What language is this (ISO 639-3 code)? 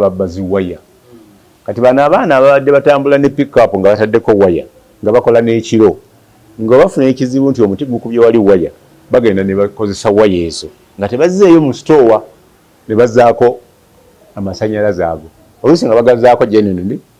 lug